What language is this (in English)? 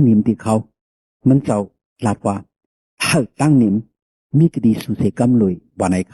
Shan